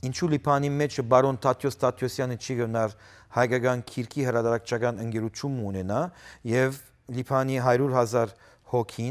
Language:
Western Armenian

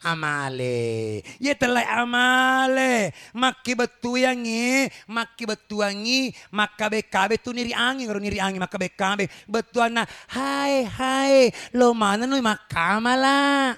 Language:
Buginese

